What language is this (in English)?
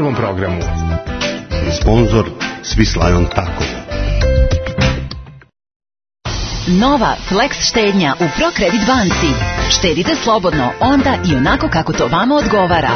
Serbian